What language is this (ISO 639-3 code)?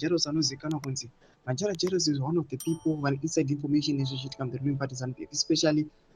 sna